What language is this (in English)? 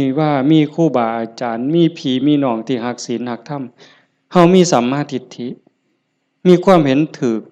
Northeastern Thai